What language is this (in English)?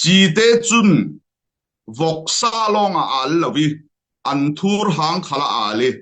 Falam Chin